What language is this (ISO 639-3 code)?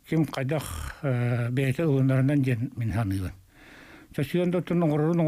sah